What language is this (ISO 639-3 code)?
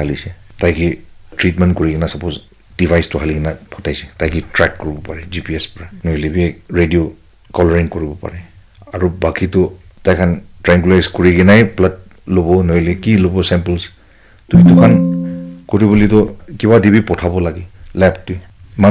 nag